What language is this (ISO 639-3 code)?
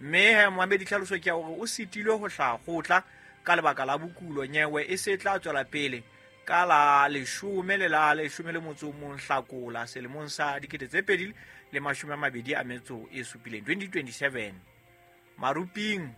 sot